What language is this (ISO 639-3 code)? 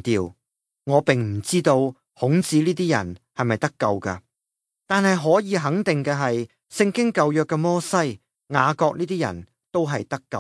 yue